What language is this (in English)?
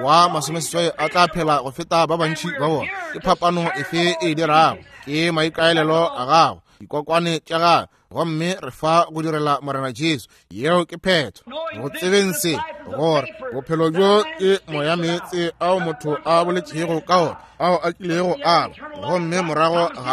Northern Sotho